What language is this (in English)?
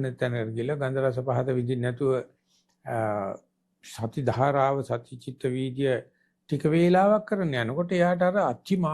Sinhala